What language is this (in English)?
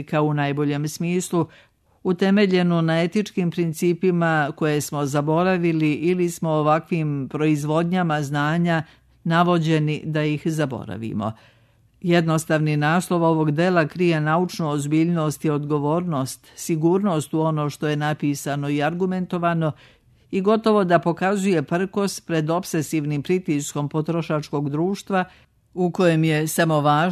Serbian